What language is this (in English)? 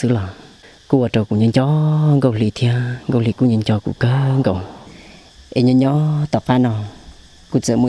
Hmong